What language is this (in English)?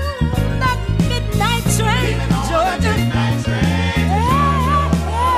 Portuguese